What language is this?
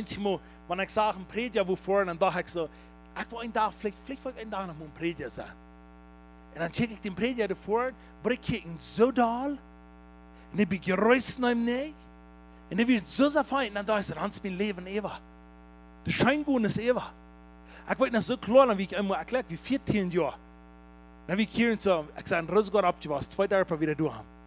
Plautdietsch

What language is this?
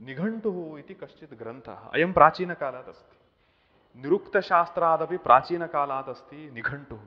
Sanskrit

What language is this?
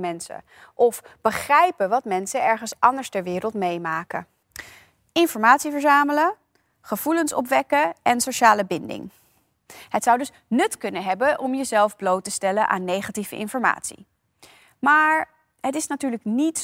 Dutch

